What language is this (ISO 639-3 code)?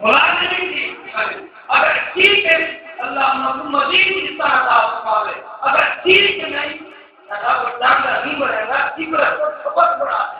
skr